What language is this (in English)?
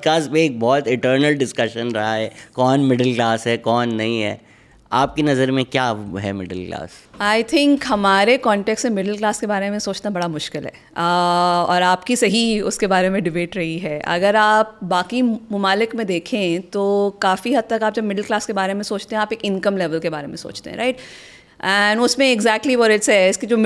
Urdu